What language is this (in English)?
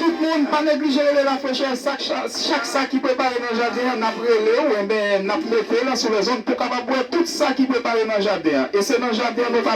Haitian Creole